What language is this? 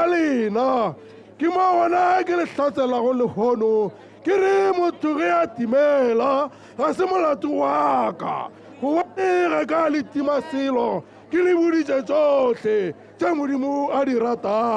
Tswana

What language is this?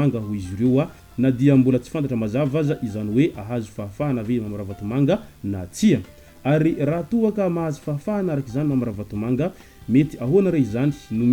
Malagasy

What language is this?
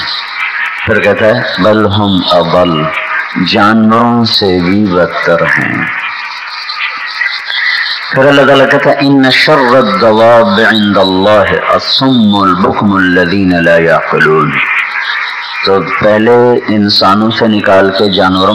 Urdu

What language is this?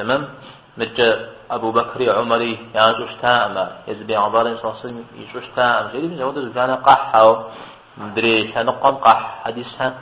Kabardian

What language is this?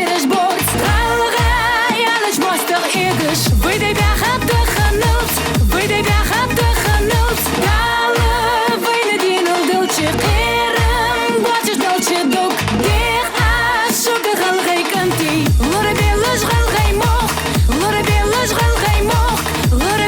Ingush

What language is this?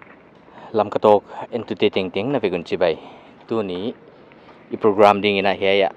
Paite Chin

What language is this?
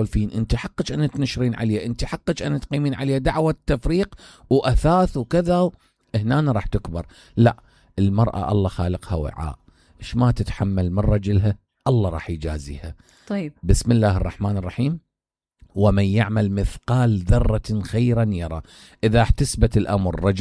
Mesopotamian Arabic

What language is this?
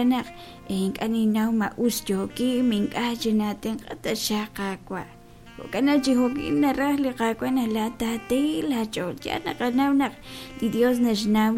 Kekchí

